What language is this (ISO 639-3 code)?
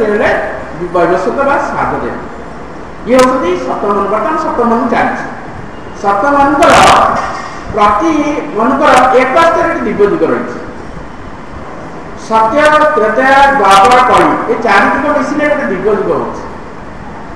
ori